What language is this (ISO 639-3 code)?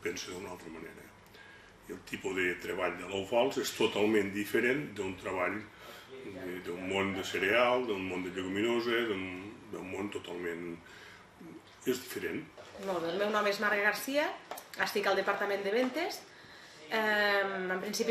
cat